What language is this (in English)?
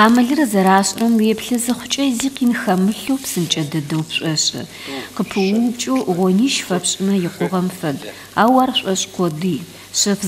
Kabardian